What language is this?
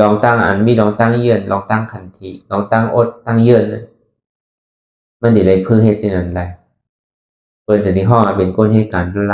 Shan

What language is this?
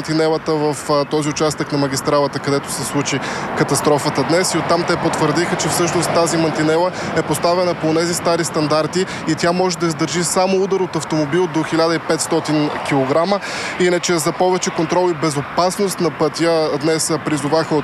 Bulgarian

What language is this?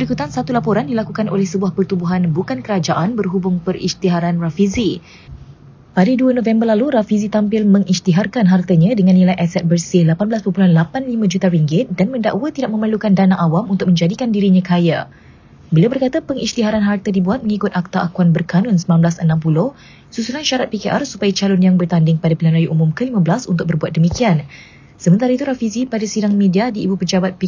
Malay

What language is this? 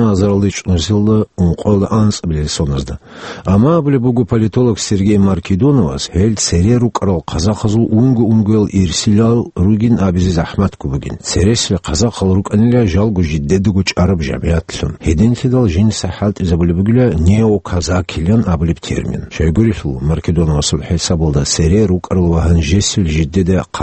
Avaric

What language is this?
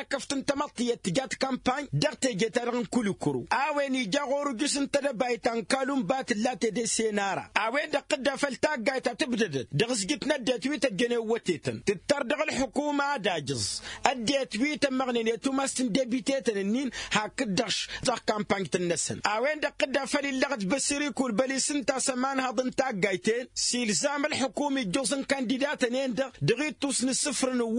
Tamasheq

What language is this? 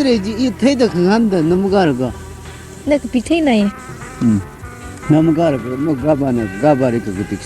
Tangkhul Naga (India)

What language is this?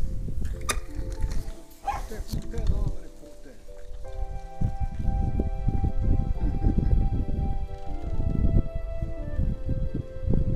Ukrainian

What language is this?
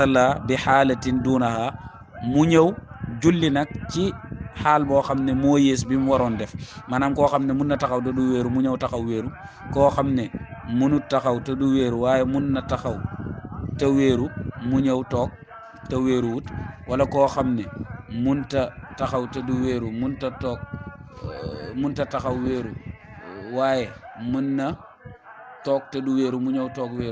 Wolof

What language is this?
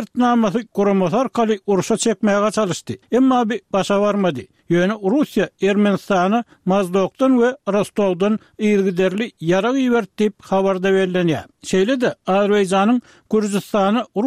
Turkmen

